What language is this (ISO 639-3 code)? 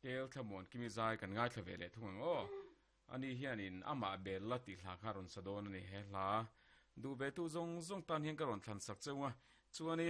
lus